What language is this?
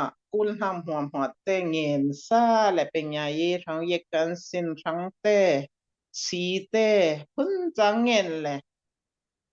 Falam Chin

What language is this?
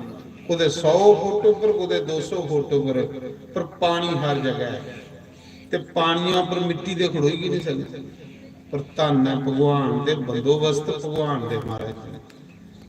Dogri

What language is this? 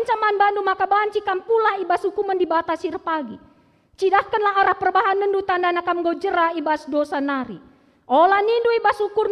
Batak Karo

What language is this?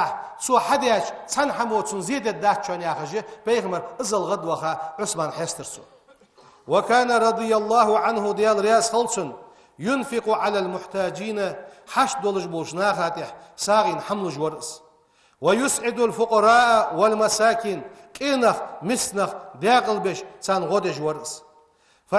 Ingush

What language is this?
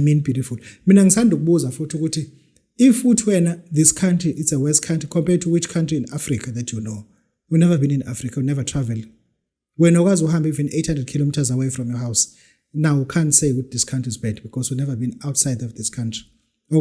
Zulu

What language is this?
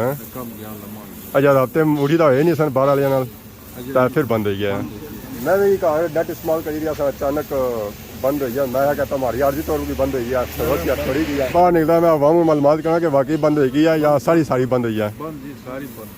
Pahari-Potwari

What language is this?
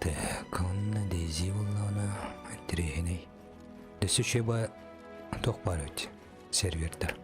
Yakut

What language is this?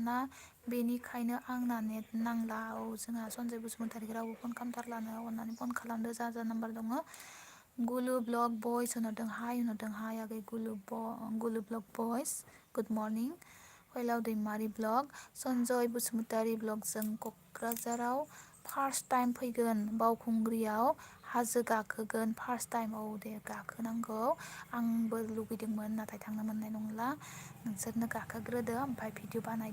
Bodo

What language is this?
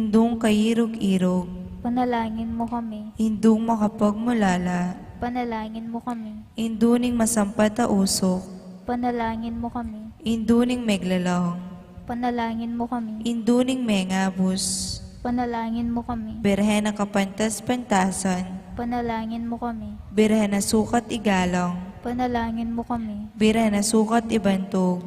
Pampanga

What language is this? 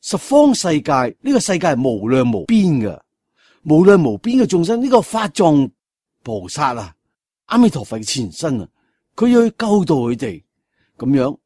Cantonese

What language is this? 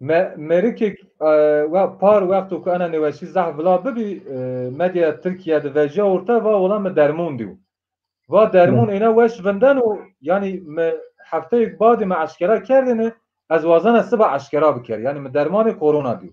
Zaza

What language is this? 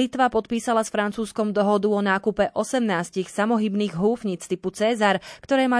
Slovak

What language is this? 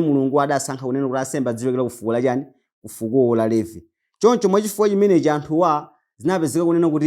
Nyanja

